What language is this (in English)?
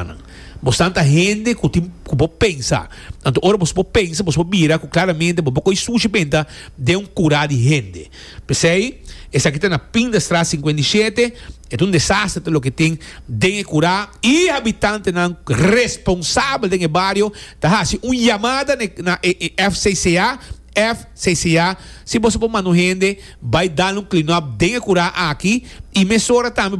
Papiamento